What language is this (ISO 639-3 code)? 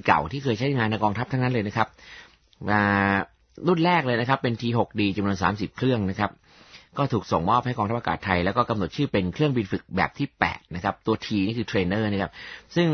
tha